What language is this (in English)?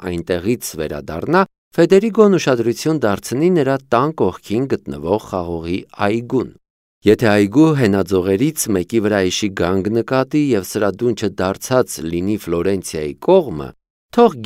Armenian